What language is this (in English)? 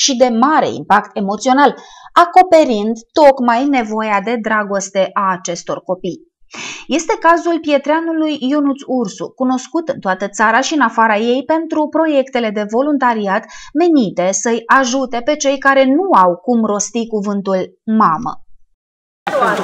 Romanian